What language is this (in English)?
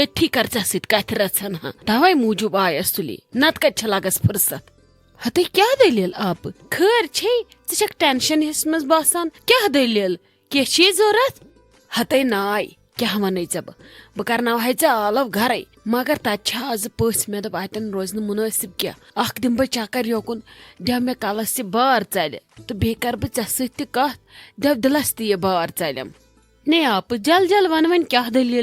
Kashmiri